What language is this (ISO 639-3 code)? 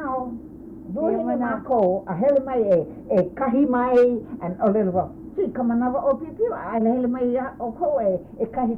haw